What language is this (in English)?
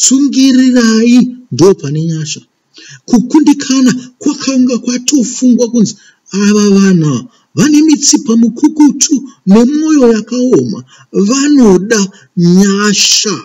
Shona